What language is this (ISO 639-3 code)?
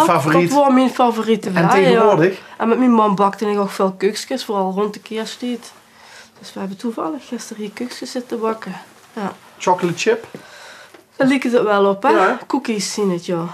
lim